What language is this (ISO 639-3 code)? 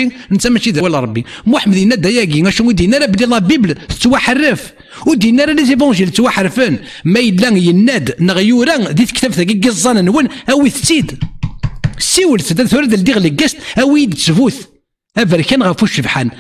kab